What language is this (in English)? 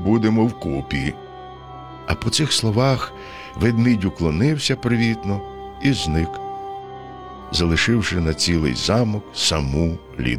Ukrainian